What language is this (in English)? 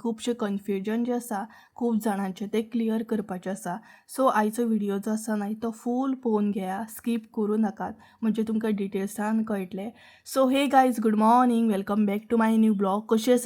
Konkani